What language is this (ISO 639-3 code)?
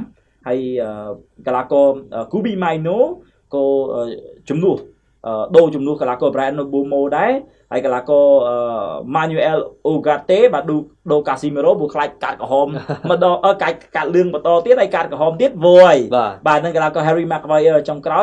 khm